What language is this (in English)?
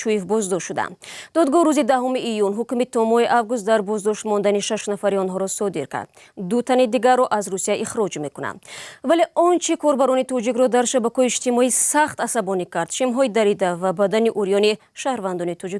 Tajik